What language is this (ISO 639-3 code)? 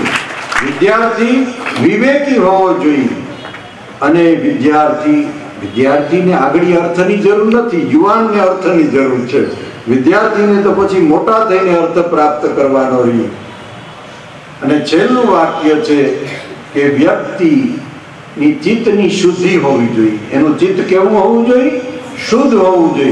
guj